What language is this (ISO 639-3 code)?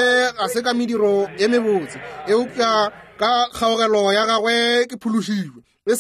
nso